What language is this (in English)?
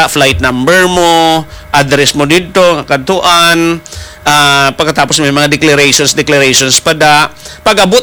Hiligaynon